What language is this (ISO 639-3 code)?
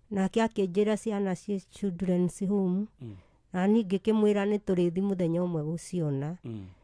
kik